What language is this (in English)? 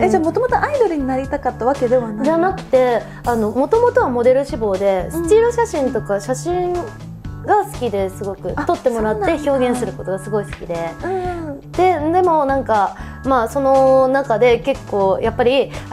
Japanese